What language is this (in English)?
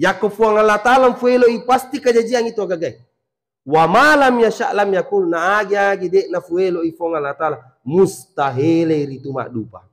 Buginese